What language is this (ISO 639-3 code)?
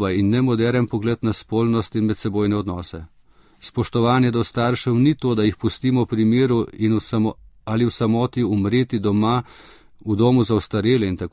slv